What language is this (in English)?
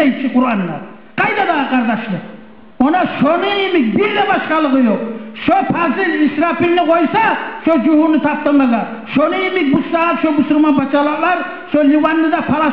Kumyk